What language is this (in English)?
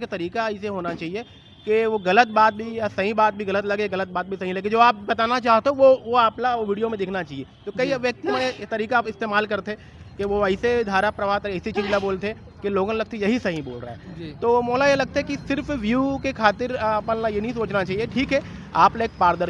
Chhattisgarhi